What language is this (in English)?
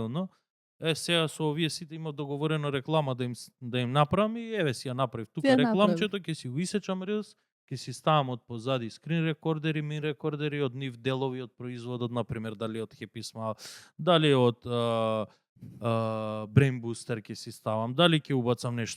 Macedonian